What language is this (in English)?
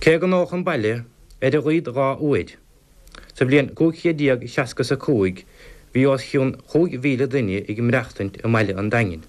Irish